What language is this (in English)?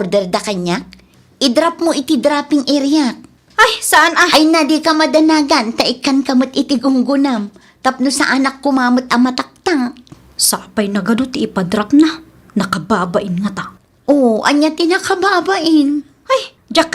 Iloko